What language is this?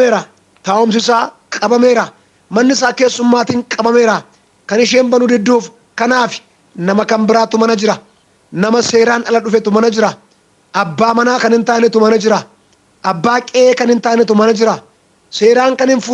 Oromo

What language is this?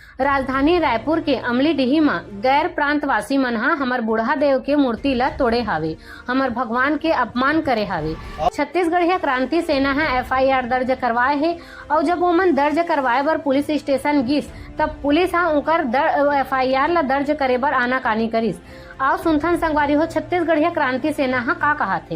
Chhattisgarhi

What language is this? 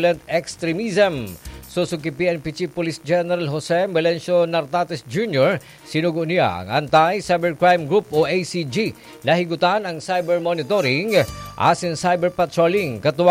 Bikol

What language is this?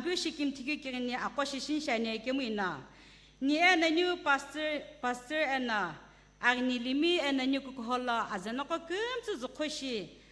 Sumi Naga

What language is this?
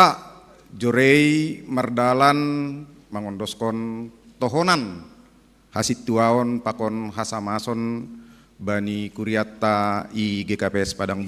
Batak Simalungun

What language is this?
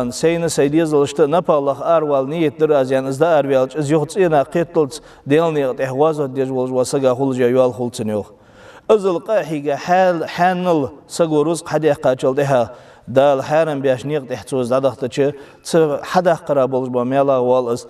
Ingush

